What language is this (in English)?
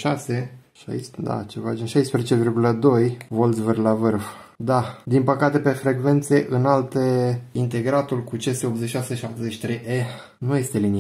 Romanian